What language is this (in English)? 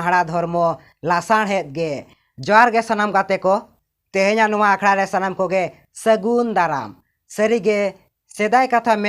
Santali